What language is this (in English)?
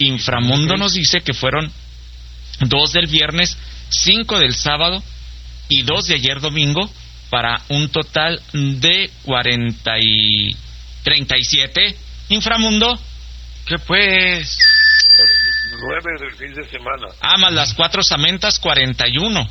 Spanish